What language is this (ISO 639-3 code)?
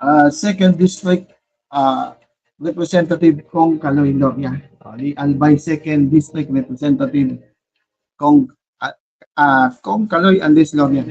bik